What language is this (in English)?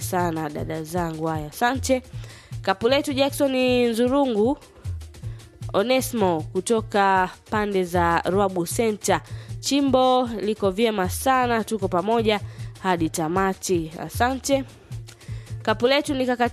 Swahili